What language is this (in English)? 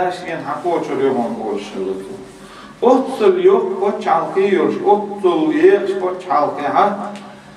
Chechen